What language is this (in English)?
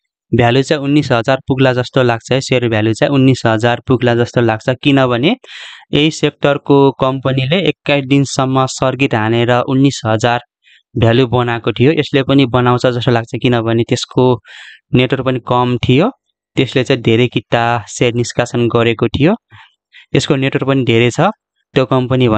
Nepali